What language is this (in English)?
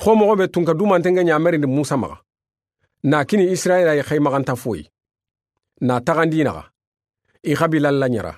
Soninke